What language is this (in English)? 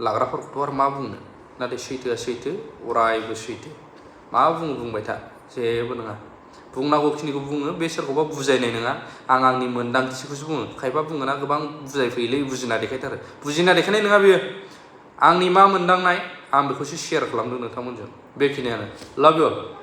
Bodo